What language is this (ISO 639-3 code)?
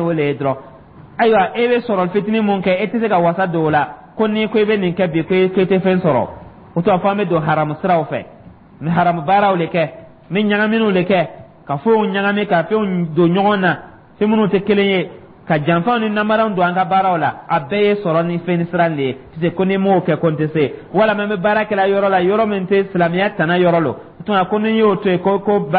dyu